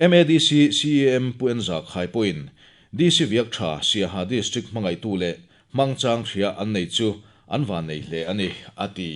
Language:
Mizo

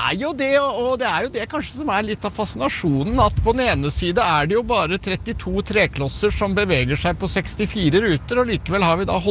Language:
Norwegian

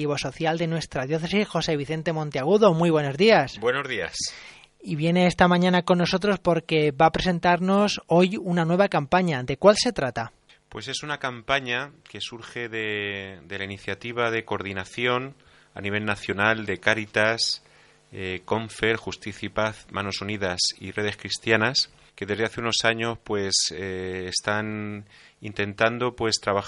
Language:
Spanish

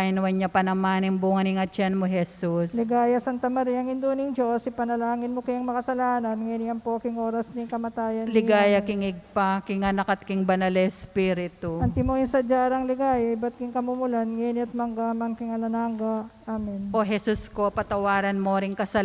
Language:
Pampanga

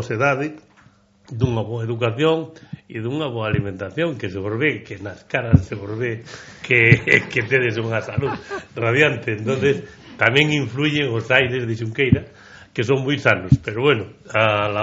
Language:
Galician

